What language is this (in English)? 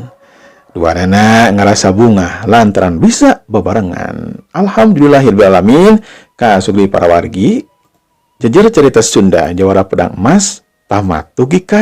Sundanese